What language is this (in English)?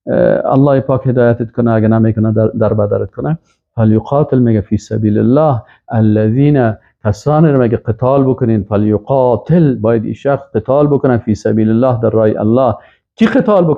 Persian